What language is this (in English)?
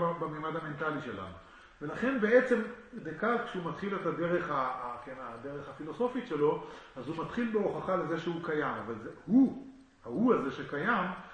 Hebrew